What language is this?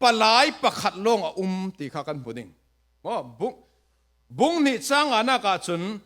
Falam Chin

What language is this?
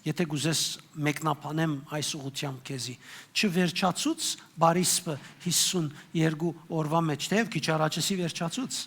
Western Armenian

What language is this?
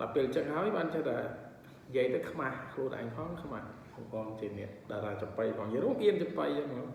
Khmer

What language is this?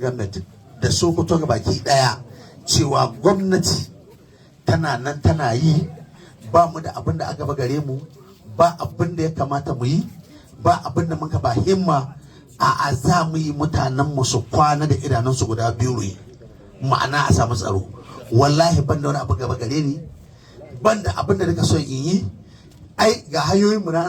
Hausa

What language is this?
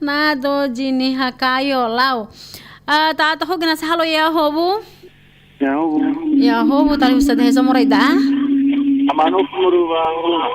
Nias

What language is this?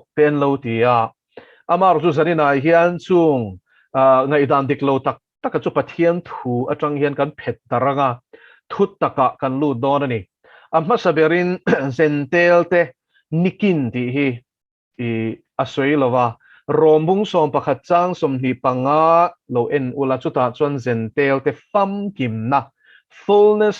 Mizo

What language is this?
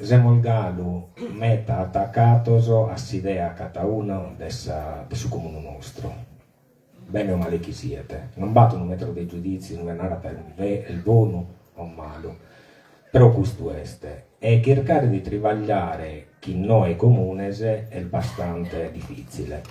Sardinian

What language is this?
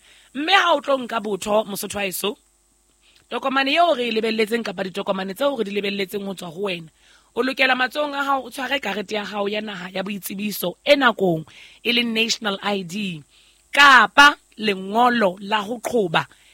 Southern Sotho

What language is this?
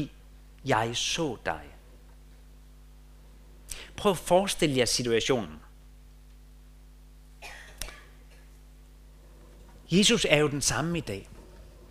Danish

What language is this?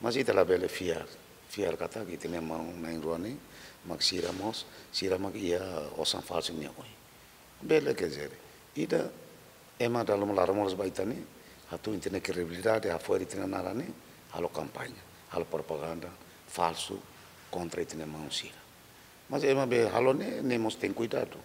Tetum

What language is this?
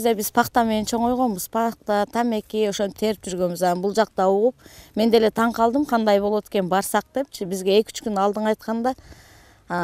Kyrgyz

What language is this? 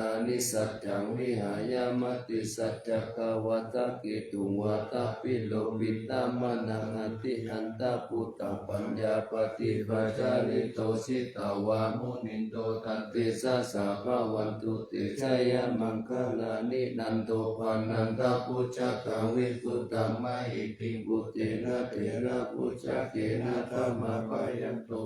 Pali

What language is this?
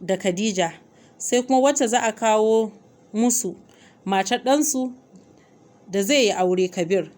Hausa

